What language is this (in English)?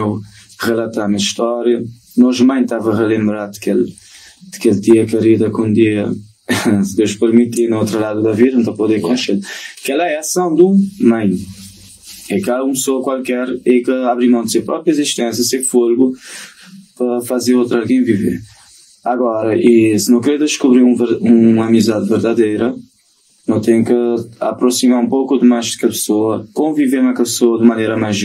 Kabuverdianu